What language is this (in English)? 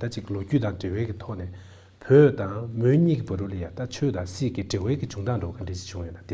Tibetan